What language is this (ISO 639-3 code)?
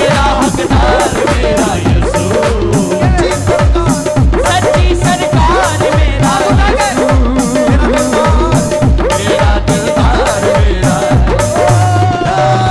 hin